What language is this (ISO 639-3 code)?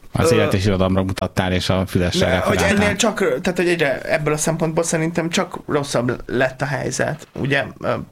hun